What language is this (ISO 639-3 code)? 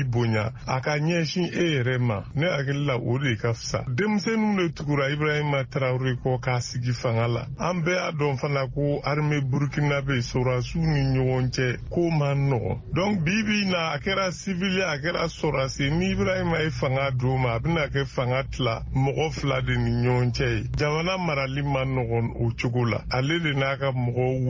bam